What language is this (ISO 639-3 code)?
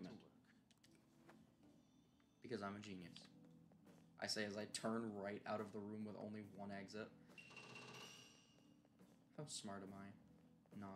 eng